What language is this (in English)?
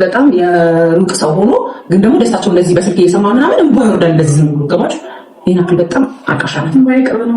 Amharic